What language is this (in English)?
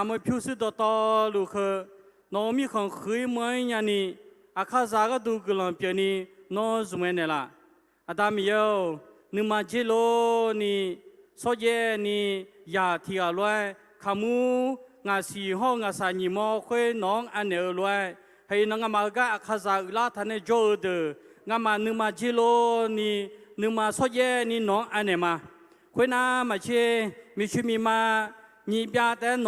Akha